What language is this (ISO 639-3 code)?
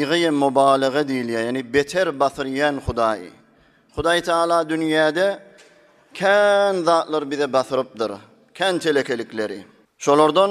tuk